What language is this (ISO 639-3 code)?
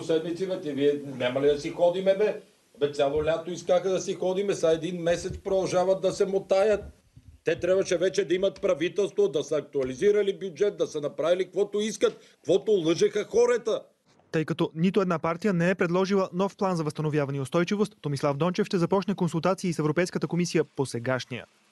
bul